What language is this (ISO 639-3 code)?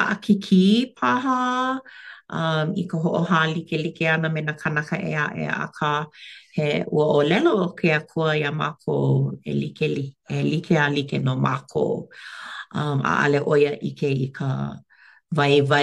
haw